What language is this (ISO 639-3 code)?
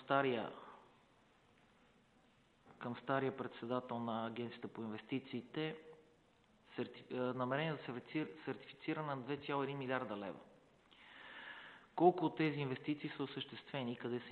bul